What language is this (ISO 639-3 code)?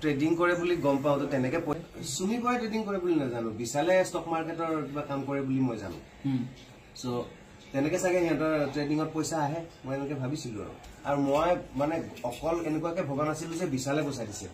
asm